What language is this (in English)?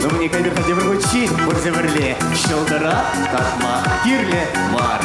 Chuvash